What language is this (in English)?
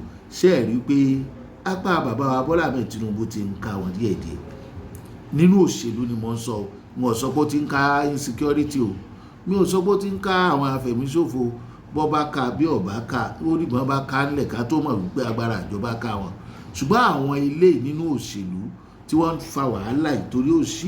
Yoruba